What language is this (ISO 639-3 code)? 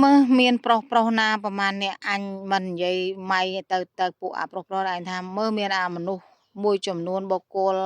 khm